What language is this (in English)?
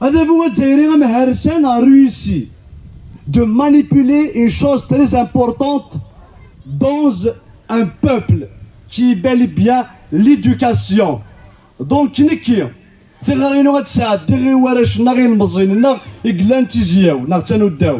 Kabyle